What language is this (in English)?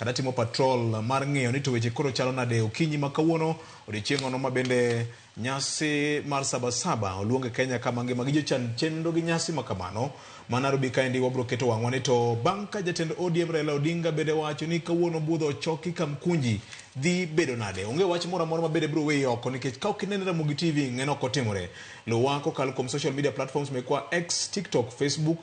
Luo (Kenya and Tanzania)